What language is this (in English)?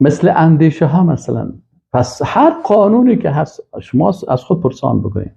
Persian